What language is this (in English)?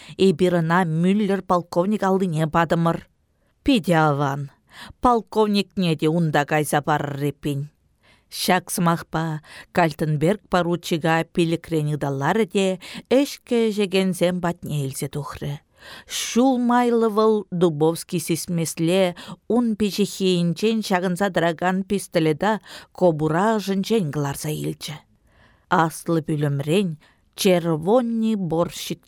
Chuvash